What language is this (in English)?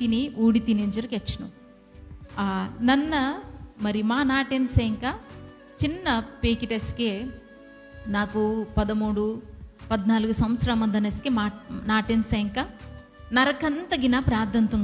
Koya